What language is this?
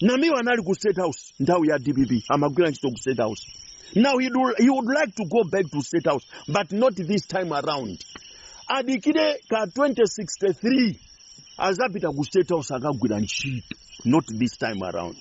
Nyanja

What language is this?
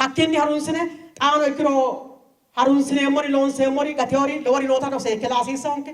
Sidamo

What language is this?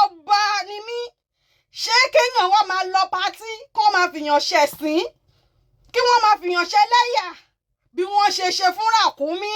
Yoruba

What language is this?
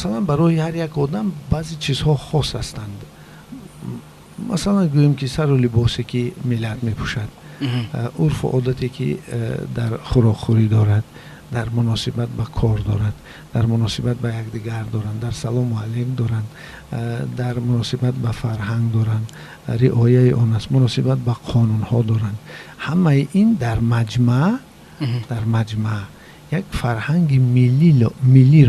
Tajik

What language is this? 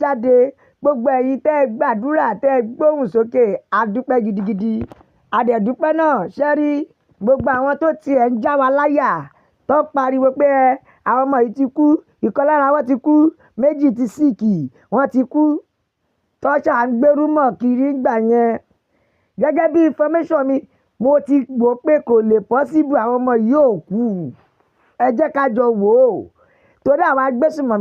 Yoruba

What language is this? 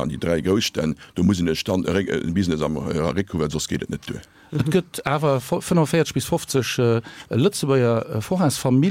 Luxembourgish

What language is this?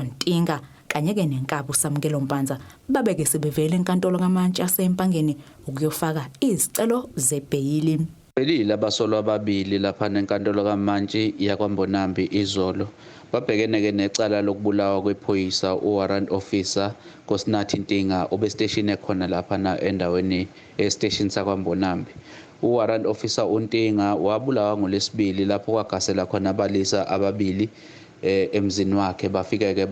Zulu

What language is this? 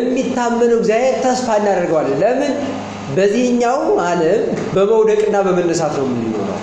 Amharic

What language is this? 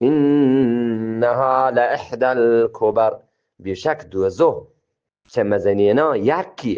Eastern Balochi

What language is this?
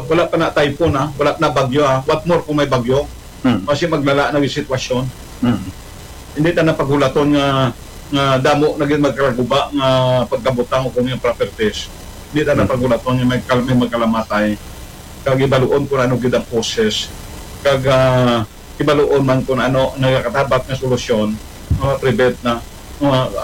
Hiligaynon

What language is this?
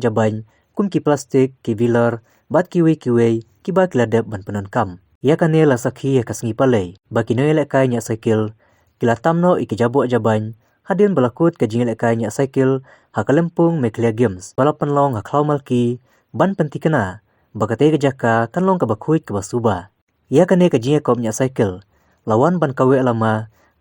Khasi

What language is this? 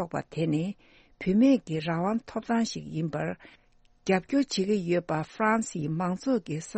Tibetan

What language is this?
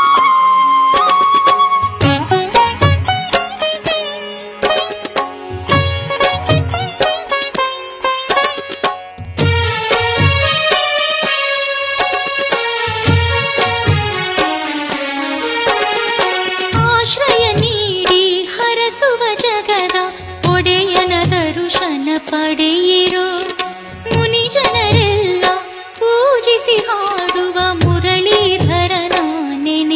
Kannada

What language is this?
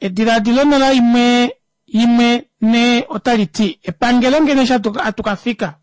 Kuanyama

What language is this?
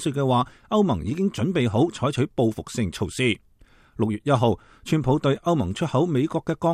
Cantonese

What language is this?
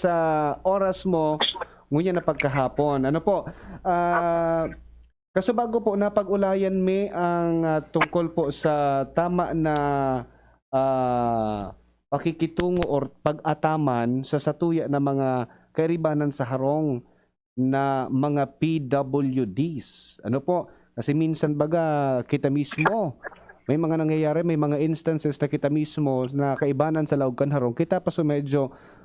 Bikol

